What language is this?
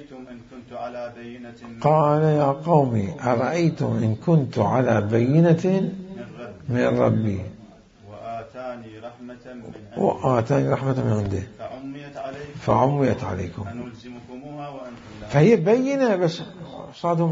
Mesopotamian Arabic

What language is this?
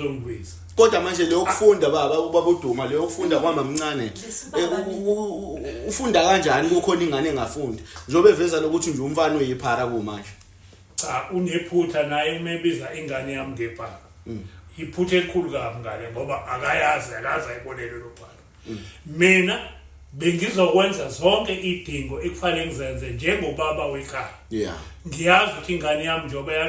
Zulu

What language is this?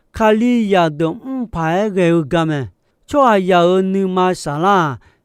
Akha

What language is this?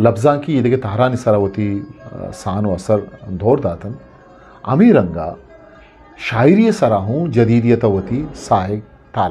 Eastern Balochi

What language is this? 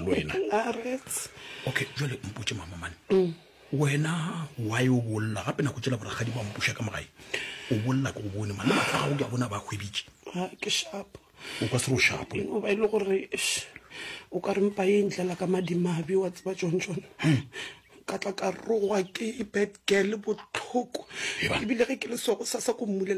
Northern Sotho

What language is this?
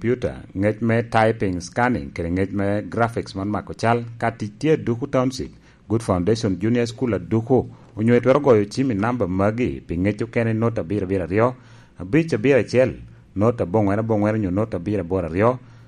Lango (Uganda)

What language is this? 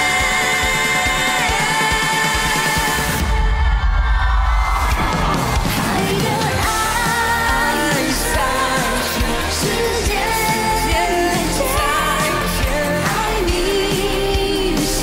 Chinese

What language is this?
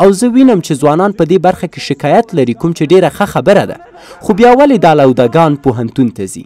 Pashto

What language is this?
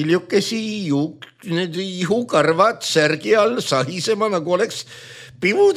Estonian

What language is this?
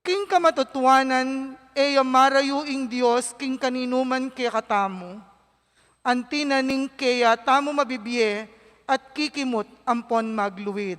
Pampanga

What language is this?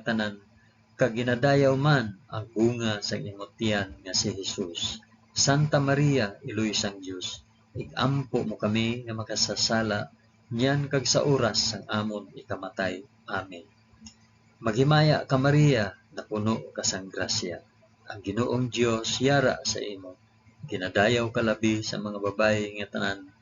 Hiligaynon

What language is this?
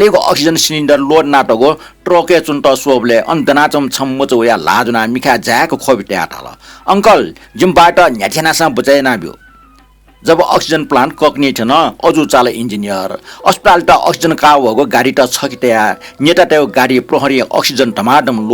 Newari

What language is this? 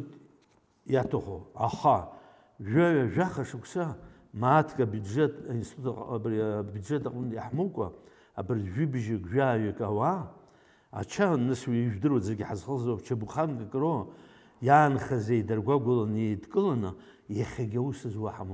Abkhazian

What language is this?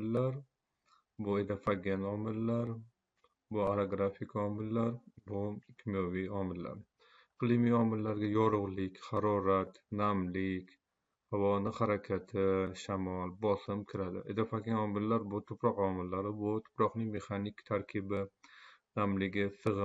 Uzbek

